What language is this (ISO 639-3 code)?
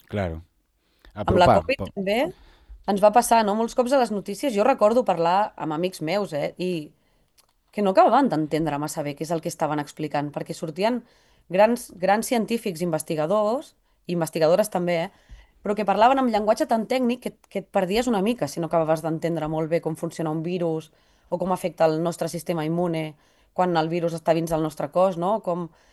cat